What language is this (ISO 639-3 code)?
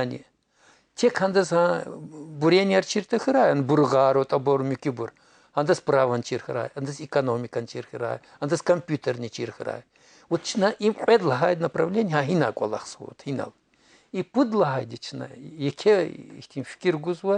lez